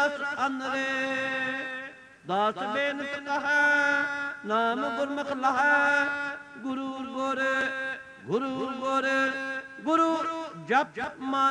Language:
Punjabi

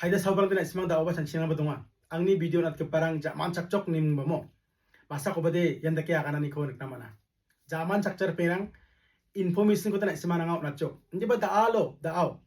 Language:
Garo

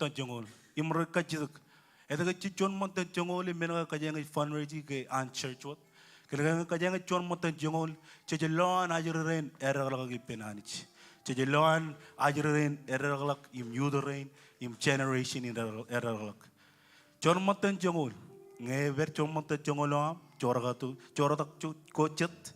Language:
Marshallese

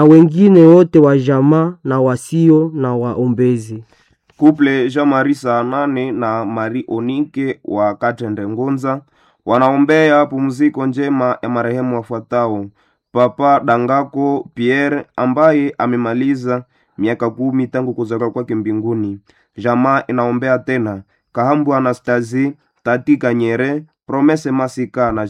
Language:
Swahili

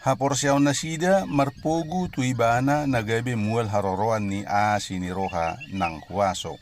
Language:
Batak Toba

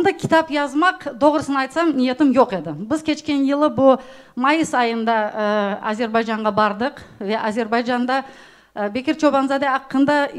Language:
Crimean Tatar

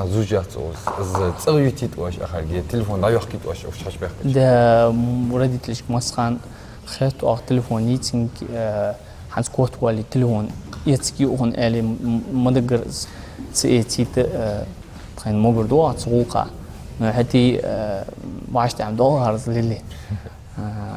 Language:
Ingush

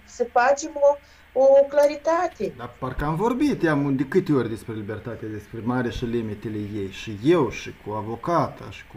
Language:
Romanian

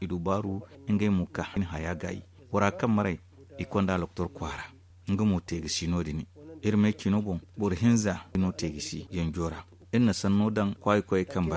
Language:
Zarma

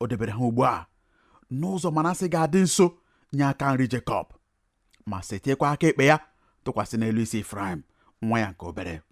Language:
Igbo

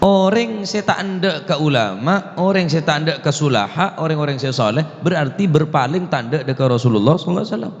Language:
Madurese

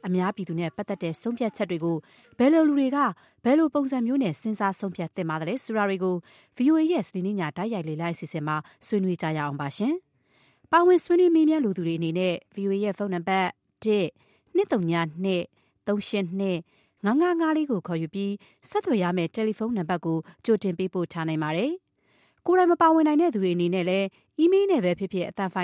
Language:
Burmese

